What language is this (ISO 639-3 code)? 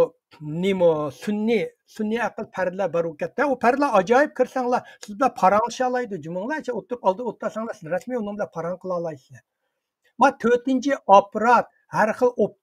uig